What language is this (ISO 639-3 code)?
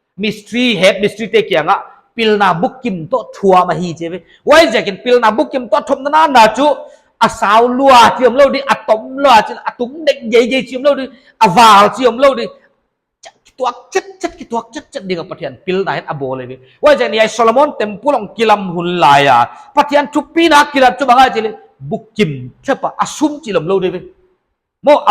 pck